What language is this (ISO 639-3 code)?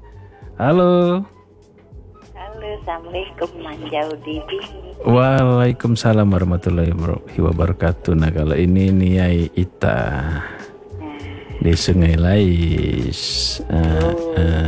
ind